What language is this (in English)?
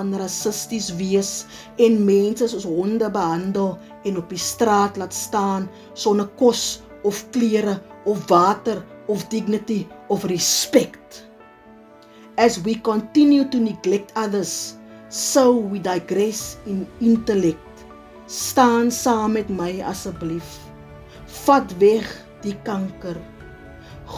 Afrikaans